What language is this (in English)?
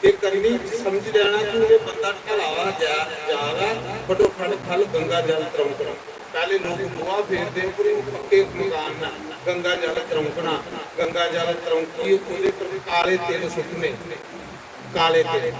Dogri